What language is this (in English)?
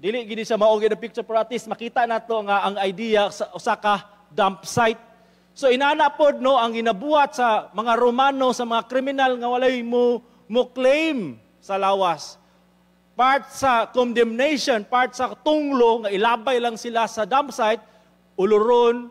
Cebuano